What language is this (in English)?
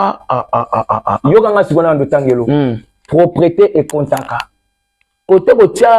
Lingala